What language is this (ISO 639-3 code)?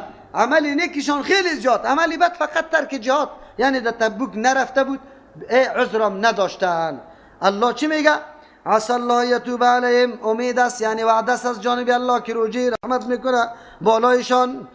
fas